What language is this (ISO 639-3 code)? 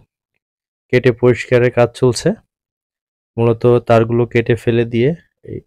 ben